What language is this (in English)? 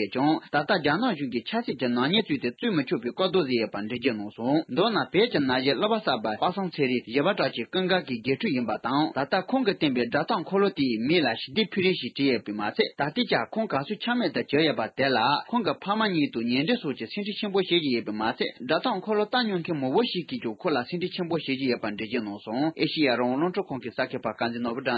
Tibetan